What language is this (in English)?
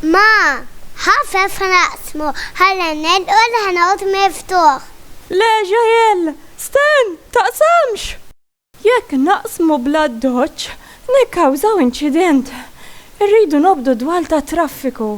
Maltese